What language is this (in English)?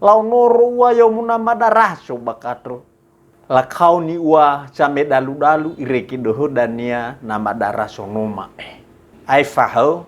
Nias